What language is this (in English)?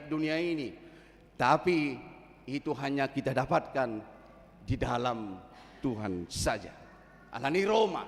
Batak Toba